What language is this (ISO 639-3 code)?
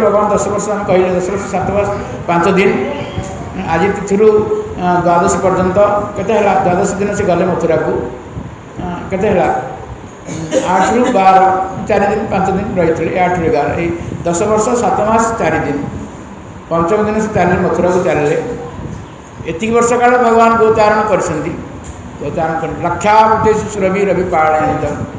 ori